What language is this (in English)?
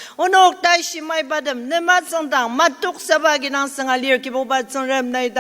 Ao Naga